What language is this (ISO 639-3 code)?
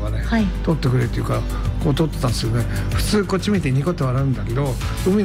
jpn